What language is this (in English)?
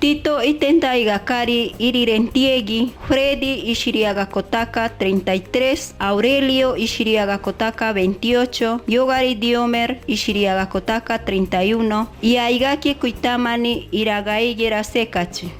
Machiguenga